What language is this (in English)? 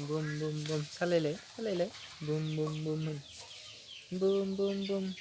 Bodo